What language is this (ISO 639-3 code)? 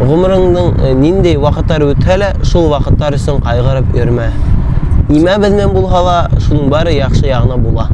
bak